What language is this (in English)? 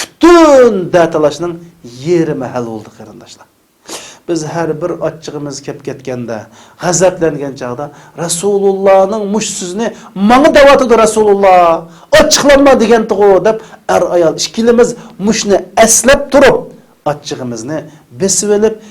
Uyghur